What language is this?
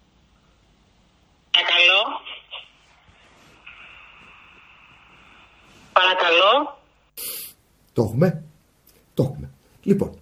Greek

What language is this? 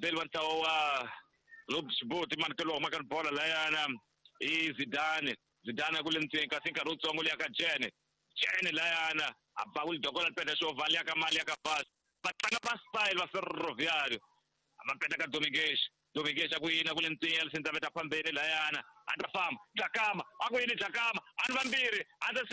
Tsonga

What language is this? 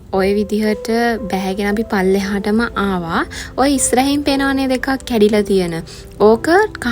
Sinhala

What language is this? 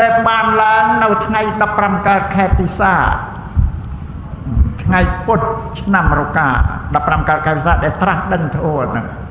Khmer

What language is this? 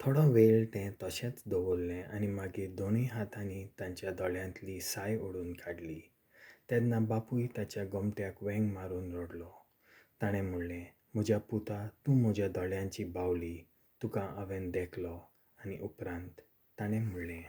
Konkani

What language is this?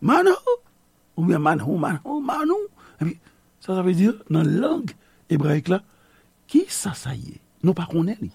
Haitian Creole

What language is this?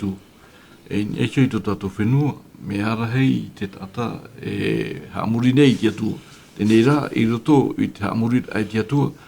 Tahitian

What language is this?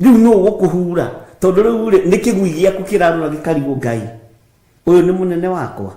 Kikuyu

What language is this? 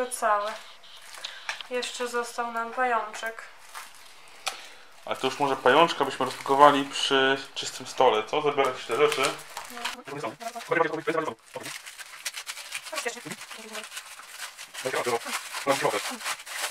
Polish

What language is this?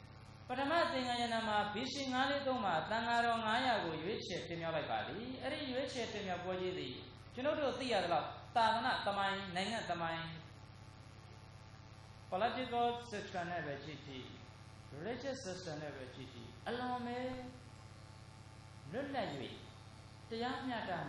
Burmese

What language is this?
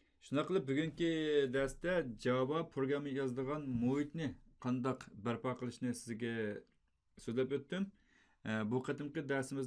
Uyghur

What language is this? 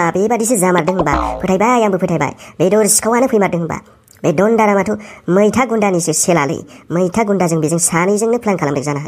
Bodo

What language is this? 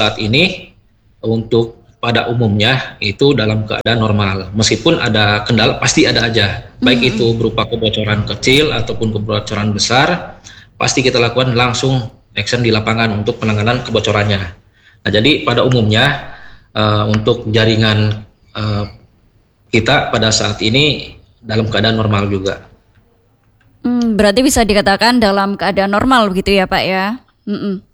Indonesian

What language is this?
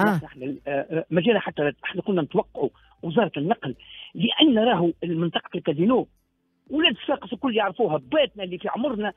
Tunisian Arabic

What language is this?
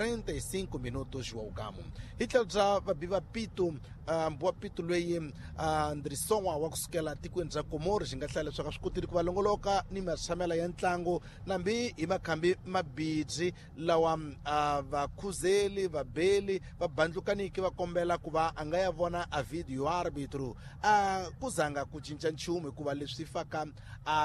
Tsonga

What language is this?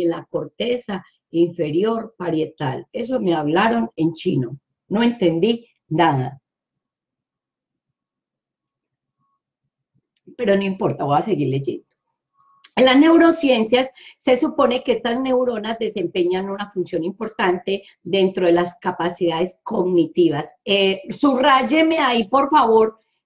Spanish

